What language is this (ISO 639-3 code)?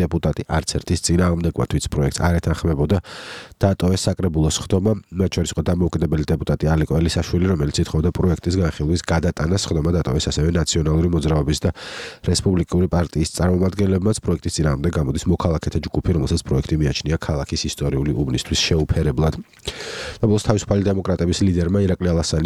kat